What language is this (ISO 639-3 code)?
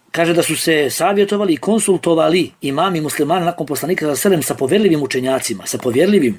bos